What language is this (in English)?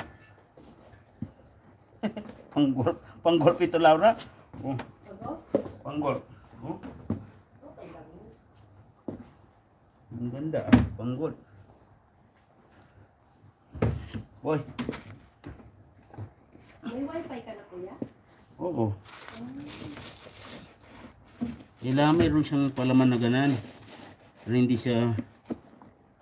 Filipino